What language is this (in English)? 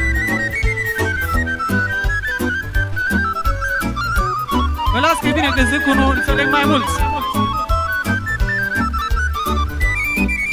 Romanian